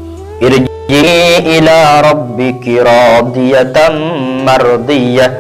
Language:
Madurese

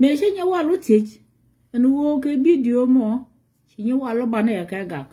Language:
Nuer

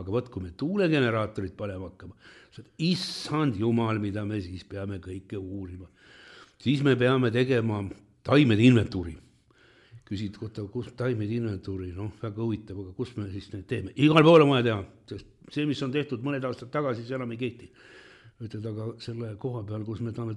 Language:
Estonian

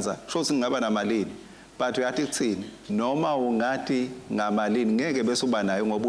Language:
Swati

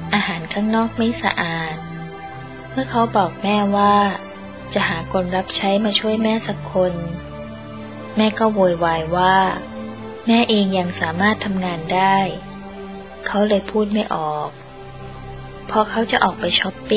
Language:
Thai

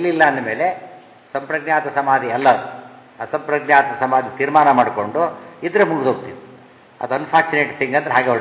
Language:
Kannada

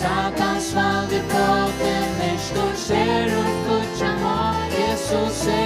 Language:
Faroese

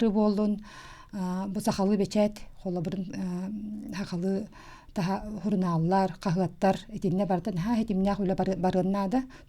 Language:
Yakut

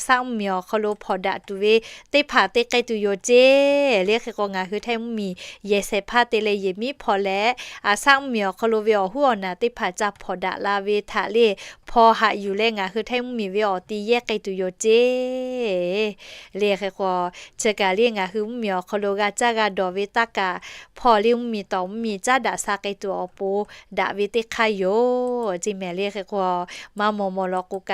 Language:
Lahu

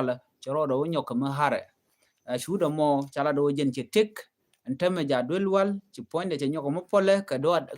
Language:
Nuer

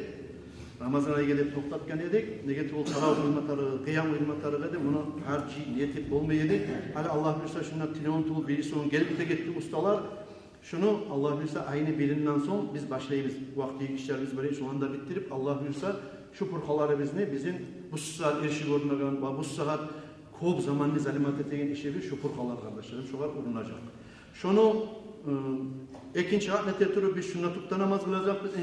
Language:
Kumyk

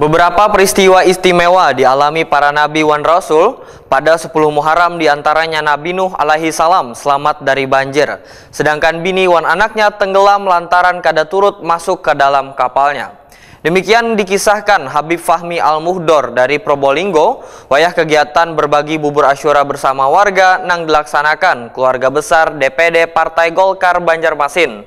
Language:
Banjar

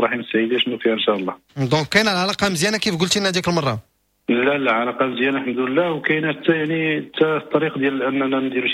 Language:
Moroccan Arabic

